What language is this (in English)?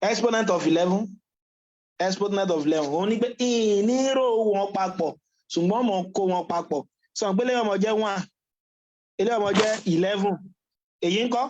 Yoruba